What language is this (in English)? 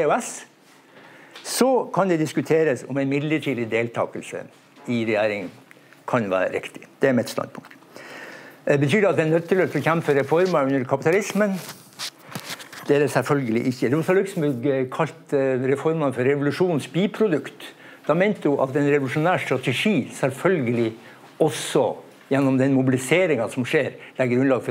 Norwegian